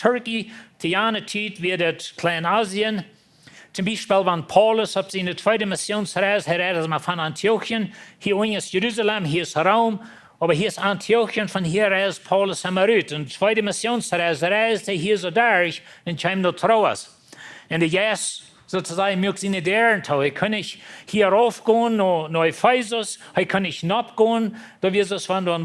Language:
Plautdietsch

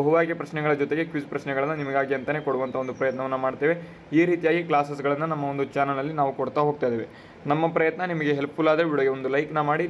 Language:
Kannada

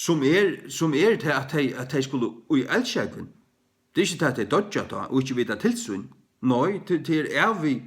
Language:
Faroese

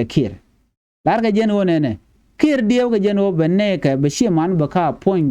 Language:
Nuer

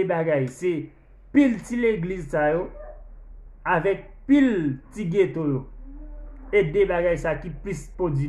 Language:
Haitian Creole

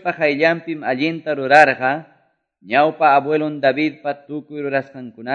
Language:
Quechua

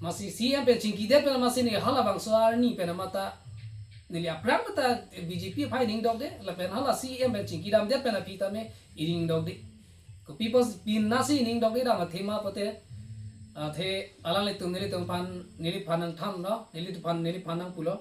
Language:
Karbi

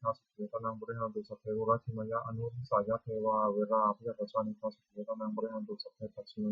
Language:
Pali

